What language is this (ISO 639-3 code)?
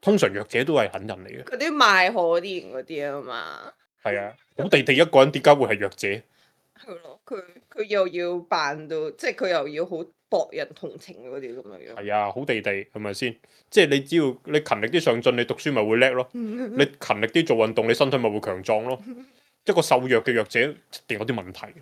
yue